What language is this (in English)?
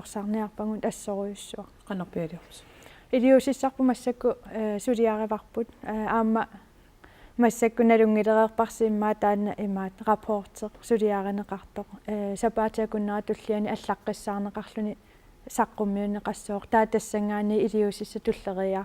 Kalaallisut